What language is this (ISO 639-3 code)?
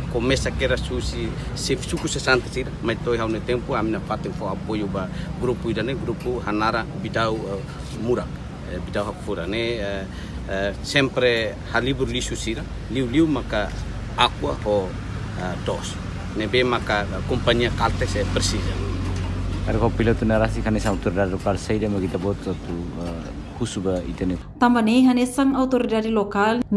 tet